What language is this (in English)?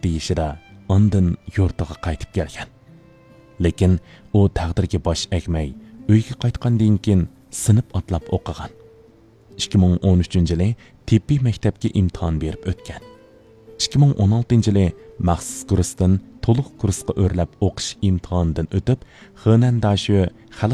Uyghur